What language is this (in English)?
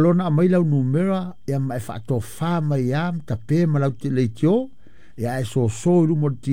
Samoan